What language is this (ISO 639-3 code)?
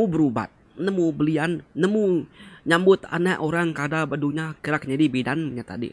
iba